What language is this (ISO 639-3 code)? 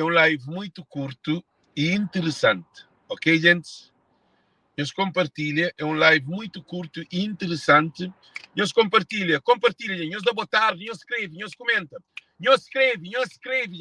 kea